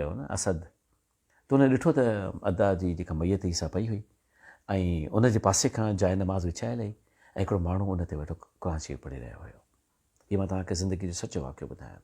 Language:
Sindhi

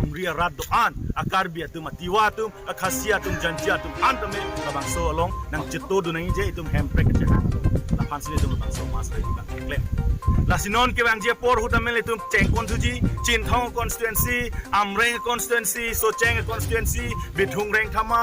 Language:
Karbi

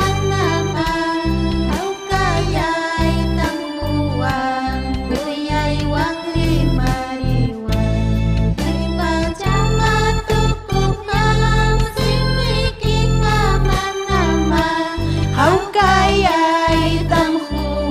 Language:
Ayacucho Quechua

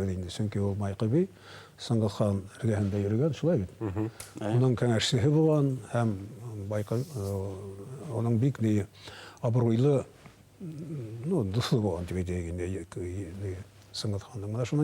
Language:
Bashkir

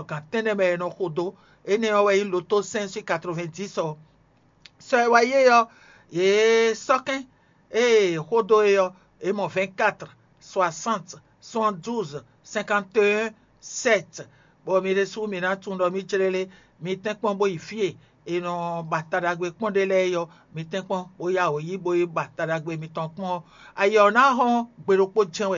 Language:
Fon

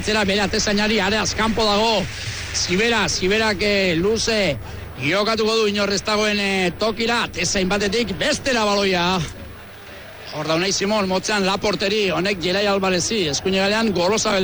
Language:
Basque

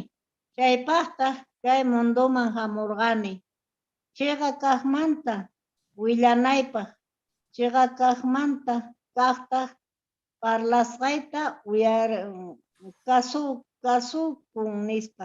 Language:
Quechua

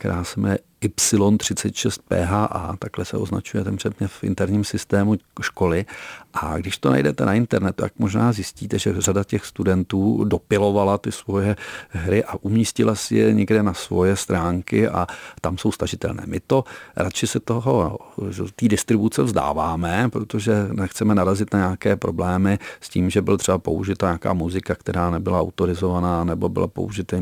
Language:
Czech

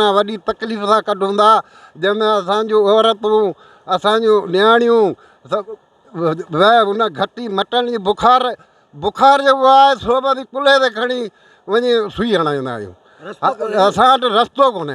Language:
Sindhi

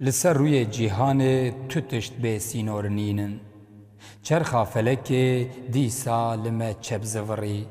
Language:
Kurdish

